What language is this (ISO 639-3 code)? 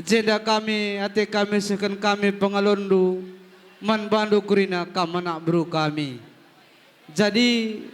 btx